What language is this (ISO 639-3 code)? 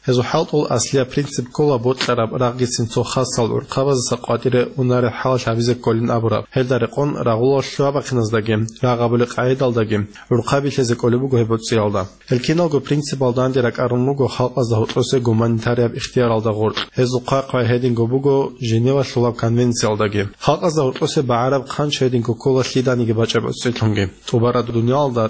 ava